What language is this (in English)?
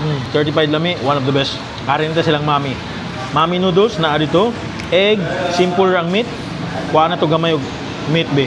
Cebuano